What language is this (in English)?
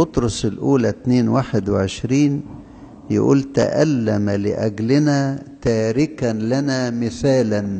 Egyptian Arabic